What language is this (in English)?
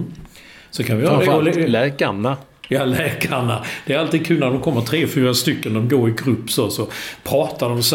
Swedish